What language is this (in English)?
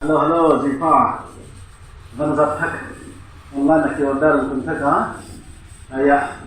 Paite Chin